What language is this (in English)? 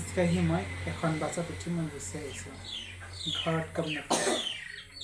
Assamese